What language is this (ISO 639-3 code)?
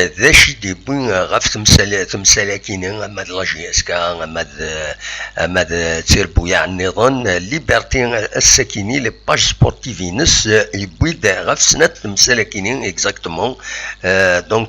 kab